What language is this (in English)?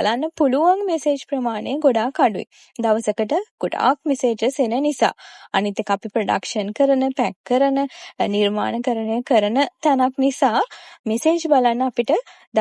Sinhala